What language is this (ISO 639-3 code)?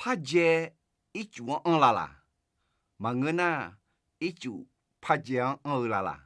ahk